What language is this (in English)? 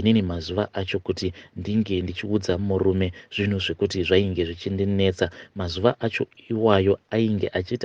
Shona